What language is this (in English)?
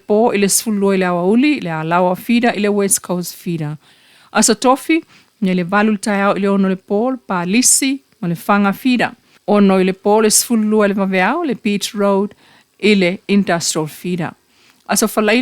Samoan